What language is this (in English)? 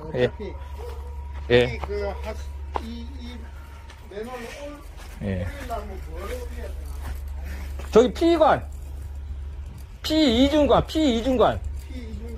Korean